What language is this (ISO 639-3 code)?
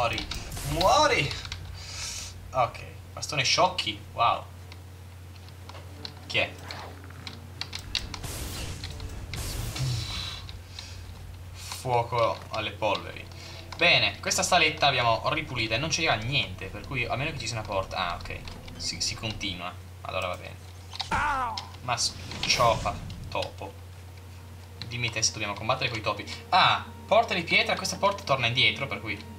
ita